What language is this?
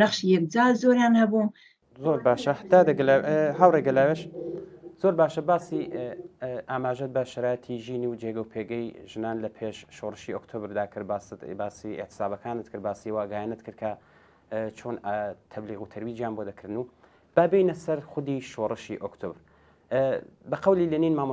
Central Kurdish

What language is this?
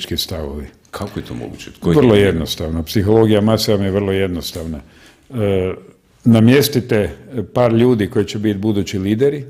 Croatian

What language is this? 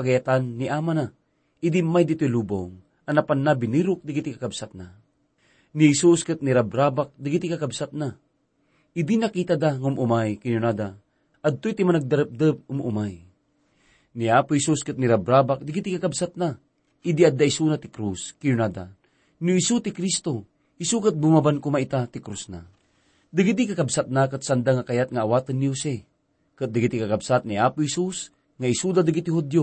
Iloko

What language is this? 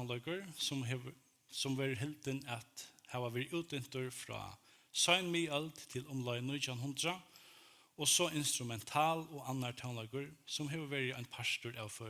Faroese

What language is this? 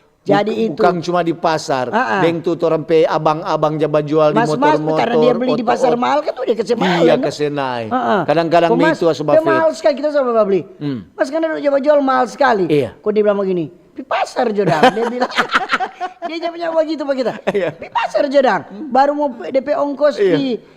Manado Malay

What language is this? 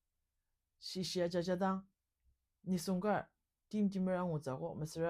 Ao Naga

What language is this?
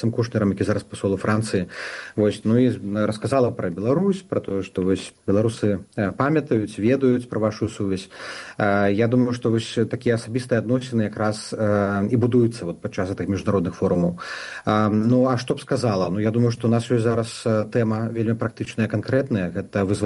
Belarusian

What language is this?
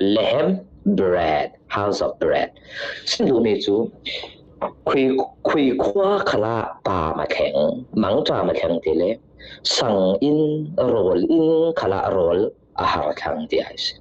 Falam Chin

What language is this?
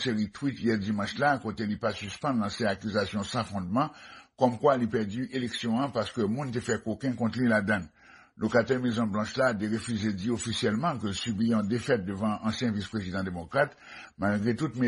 Haitian Creole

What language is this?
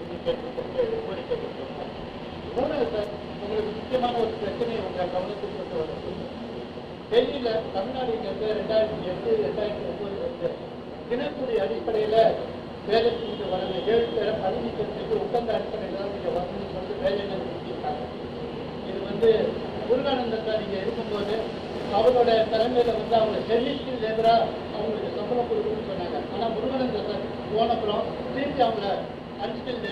Tamil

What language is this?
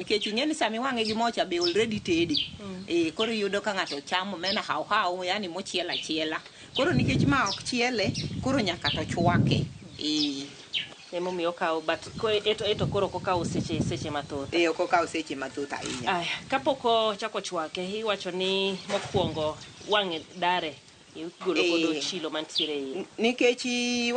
Luo (Kenya and Tanzania)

